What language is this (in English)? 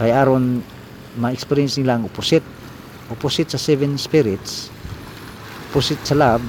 Cebuano